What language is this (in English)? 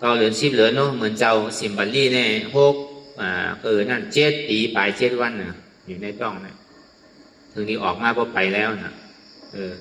Shan